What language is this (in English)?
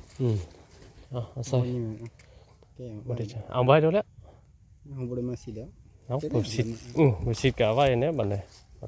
Northeastern Thai